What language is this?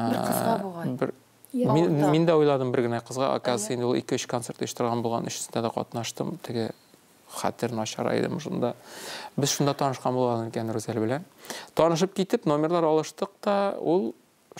Tatar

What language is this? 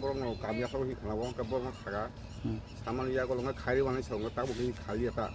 Kok Borok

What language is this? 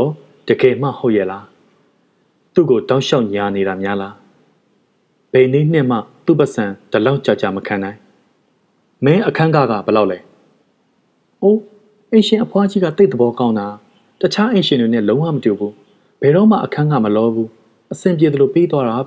Burmese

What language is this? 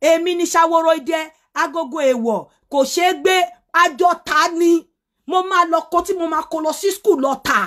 Yoruba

